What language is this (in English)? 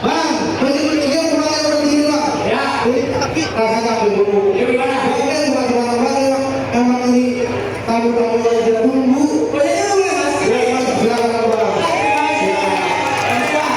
Betawi